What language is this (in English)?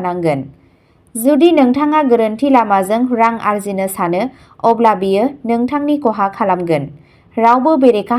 Bodo